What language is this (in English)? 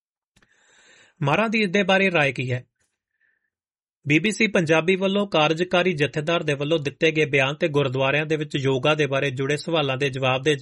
Punjabi